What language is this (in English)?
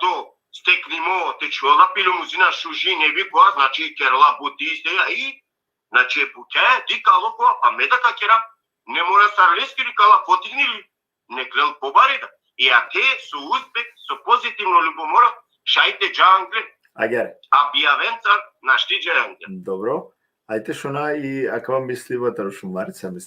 Balkan Romani